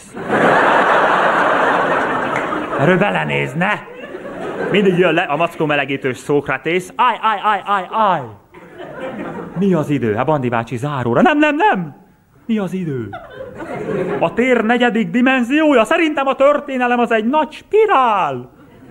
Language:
Hungarian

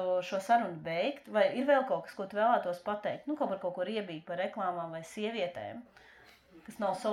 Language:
Latvian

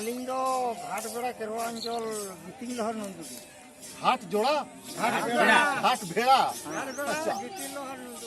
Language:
Santali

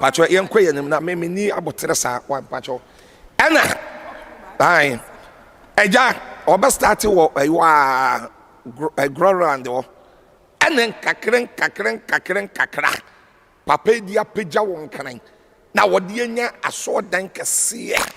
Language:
Akan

